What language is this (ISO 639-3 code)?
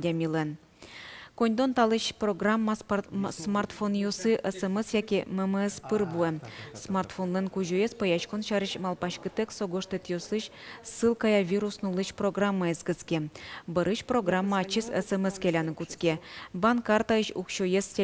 udm